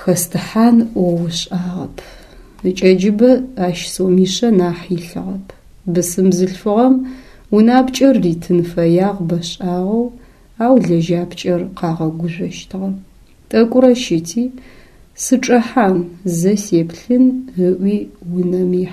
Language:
Adyghe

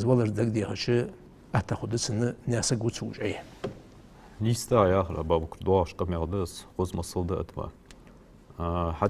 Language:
Ingush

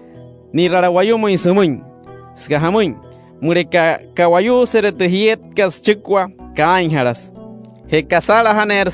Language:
Wayuu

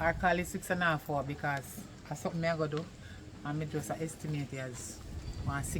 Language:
Jamaican Creole English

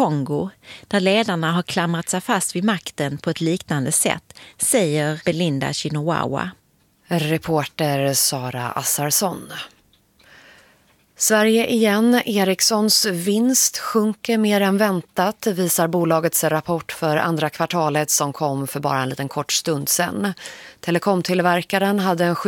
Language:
Swedish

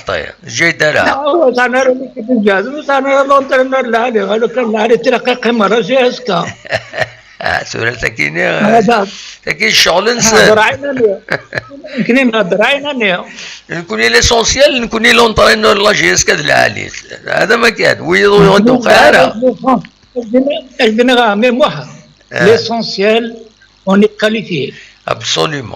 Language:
Kabyle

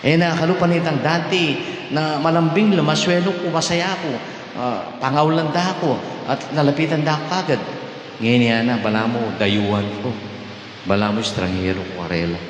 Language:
Pampanga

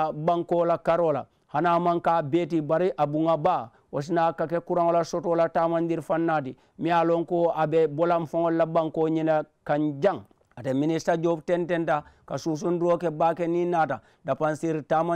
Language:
Mandingo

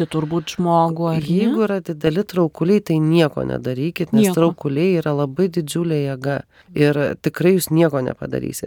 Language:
Lithuanian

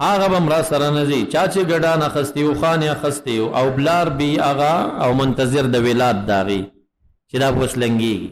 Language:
Pashto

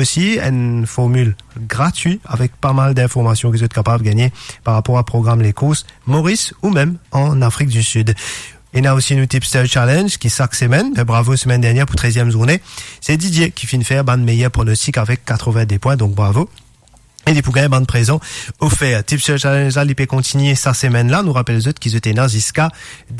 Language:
Morisyen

